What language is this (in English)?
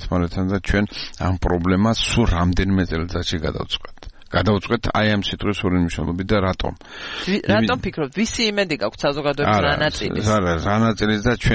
Georgian